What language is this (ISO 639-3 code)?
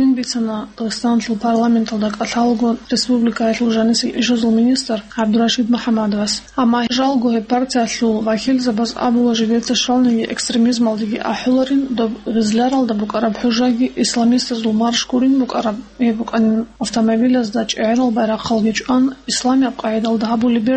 ava